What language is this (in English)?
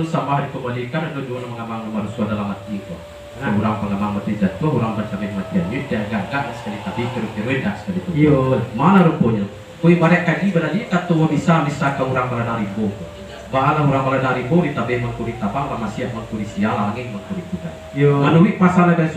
Minangkabau